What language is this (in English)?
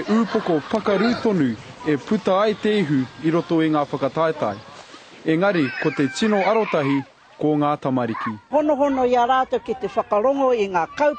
Māori